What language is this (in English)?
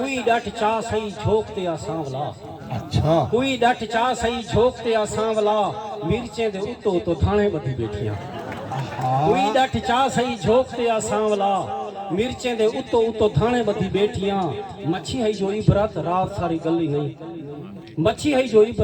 Saraiki